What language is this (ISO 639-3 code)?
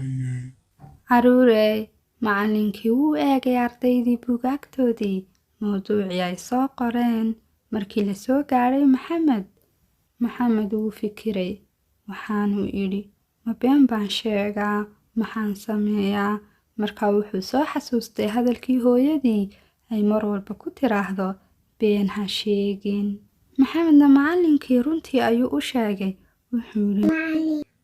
som